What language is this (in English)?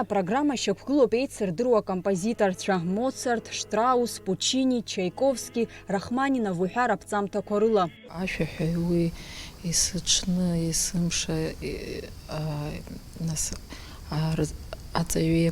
Abkhazian